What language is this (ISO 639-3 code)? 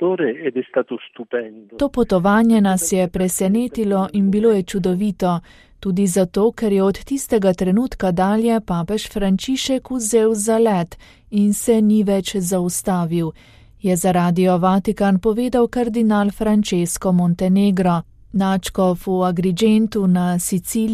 slv